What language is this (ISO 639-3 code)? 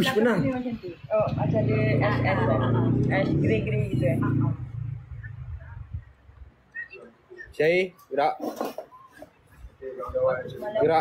msa